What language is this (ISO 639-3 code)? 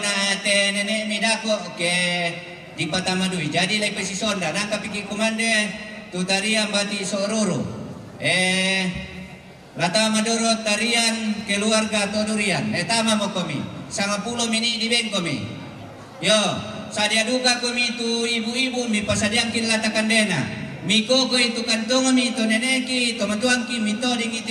sda